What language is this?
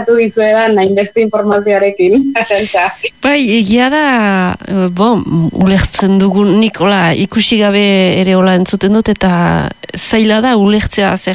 Basque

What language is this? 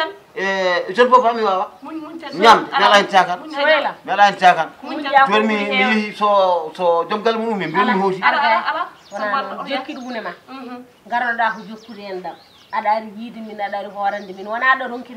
Fula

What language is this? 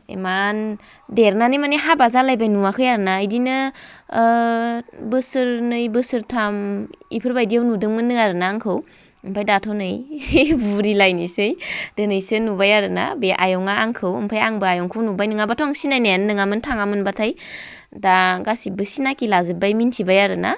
Bodo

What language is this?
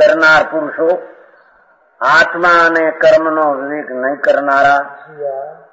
Gujarati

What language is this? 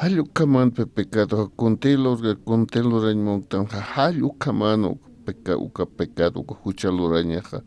Aymara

